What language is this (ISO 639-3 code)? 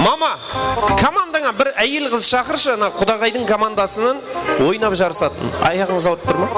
kaa